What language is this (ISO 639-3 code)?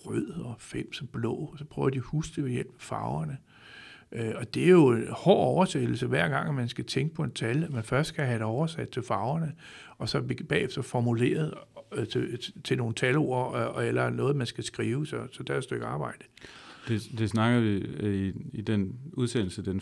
dan